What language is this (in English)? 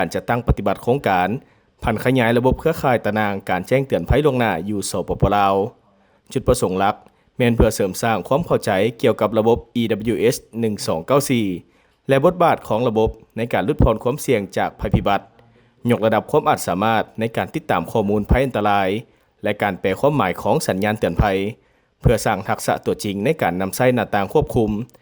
Lao